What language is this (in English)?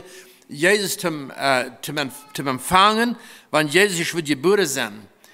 Plautdietsch